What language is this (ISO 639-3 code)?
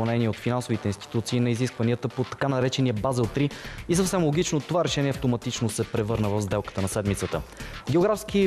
bul